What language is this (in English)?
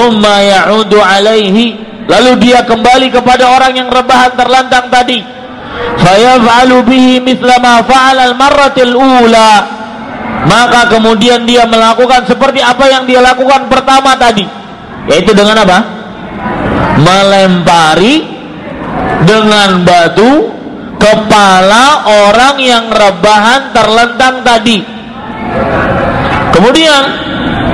Indonesian